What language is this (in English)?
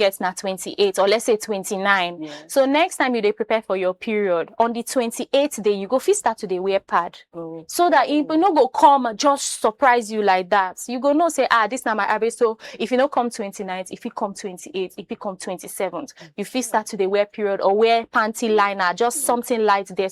Nigerian Pidgin